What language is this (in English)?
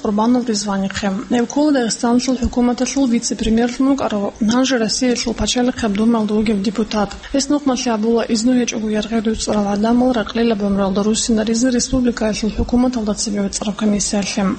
Avaric